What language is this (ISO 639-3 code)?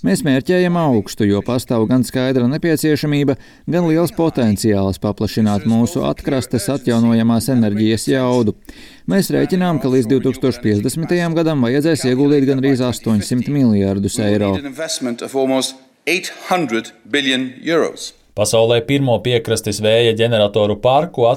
lav